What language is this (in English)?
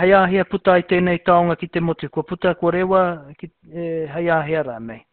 Māori